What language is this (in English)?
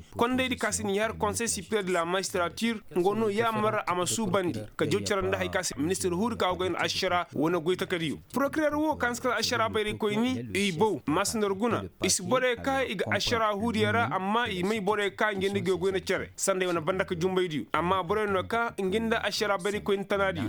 Koyraboro Senni